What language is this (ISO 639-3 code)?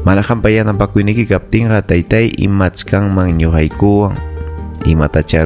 quy